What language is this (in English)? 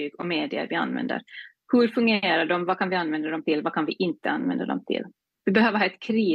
Swedish